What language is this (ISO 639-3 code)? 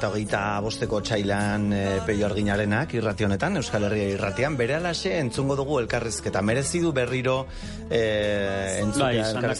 eus